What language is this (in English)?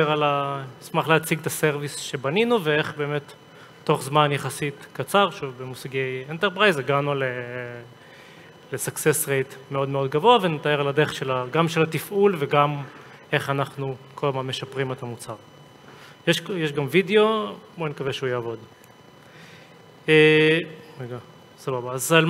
Hebrew